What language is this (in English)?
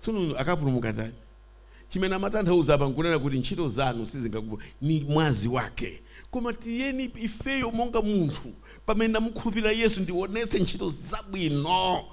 Nyanja